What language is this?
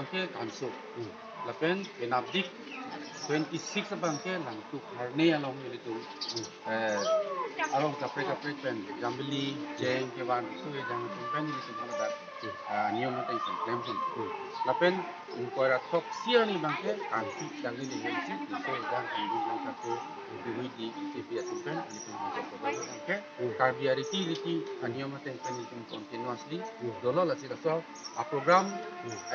Karbi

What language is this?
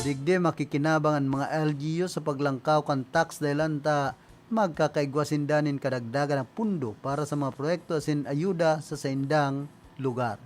Bikol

